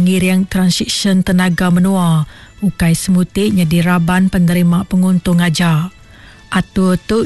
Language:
Iban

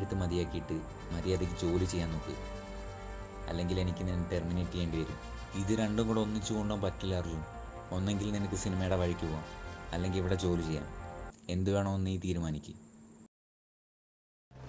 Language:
Malayalam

